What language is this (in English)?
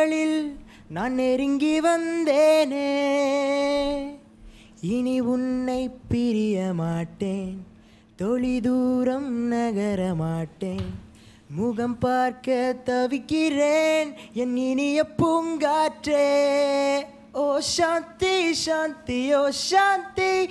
Tamil